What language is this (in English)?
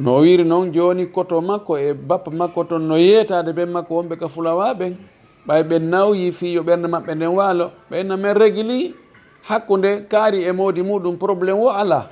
Fula